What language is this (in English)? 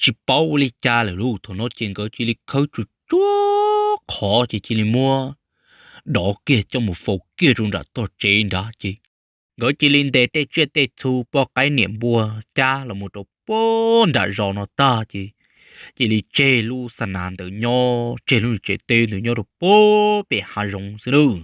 Hmong